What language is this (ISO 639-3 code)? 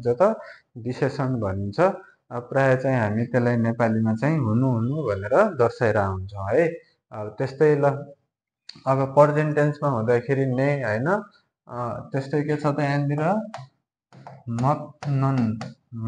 nep